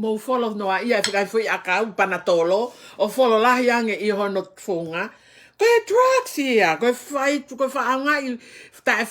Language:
Tongan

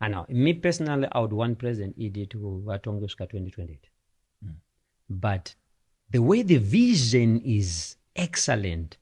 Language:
Shona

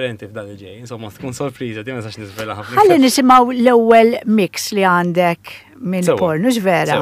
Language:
Maltese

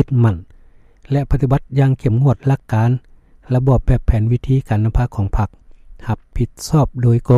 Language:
Lao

